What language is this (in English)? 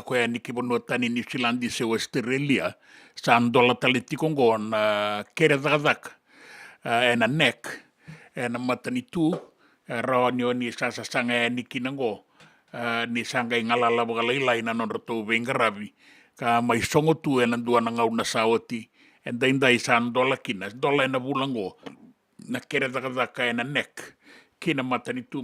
Fijian